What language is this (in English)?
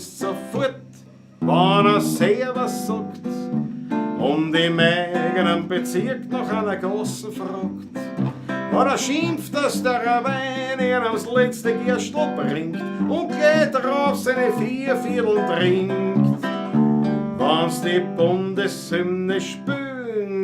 Bavarian